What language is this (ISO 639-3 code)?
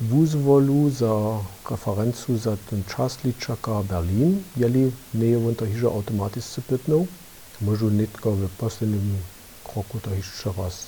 hsb